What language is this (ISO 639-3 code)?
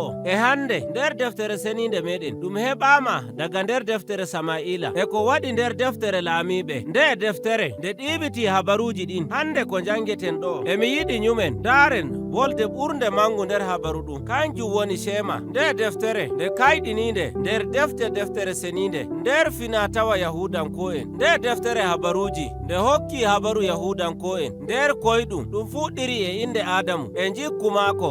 fuv